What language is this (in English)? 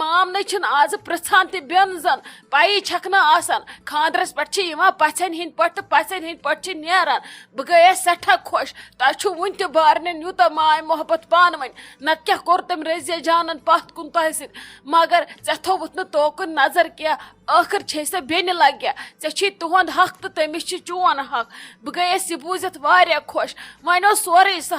Kashmiri